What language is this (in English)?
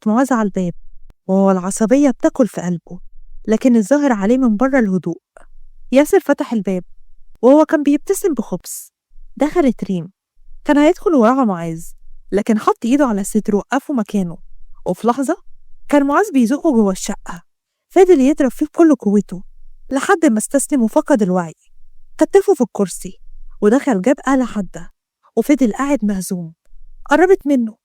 Egyptian Arabic